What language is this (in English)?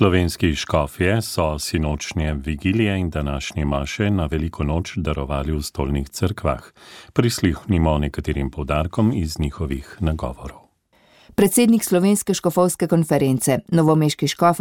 Slovenian